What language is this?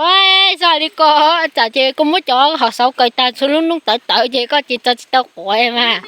Hmong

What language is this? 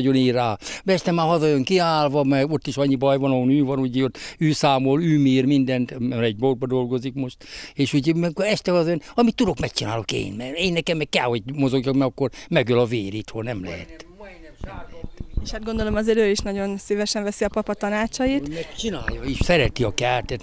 Hungarian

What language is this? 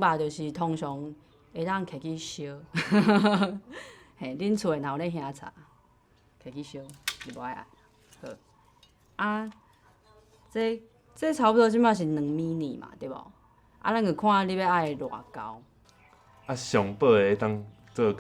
Min Nan Chinese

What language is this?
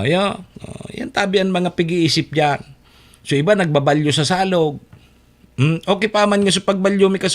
Bikol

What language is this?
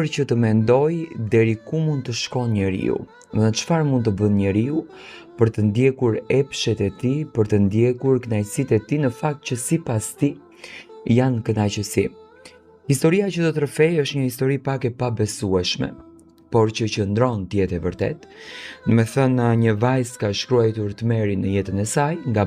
Albanian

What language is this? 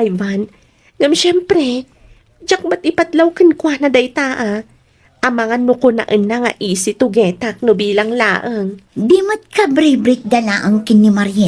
Iloko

